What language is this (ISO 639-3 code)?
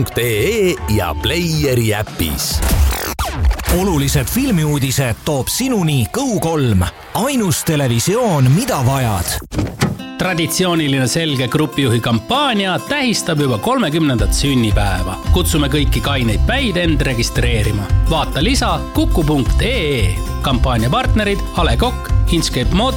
est